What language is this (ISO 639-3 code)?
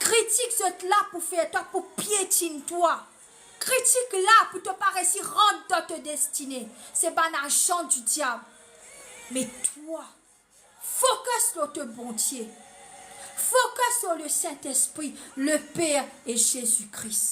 mfe